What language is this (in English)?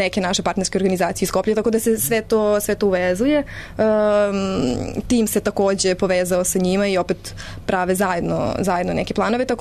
Serbian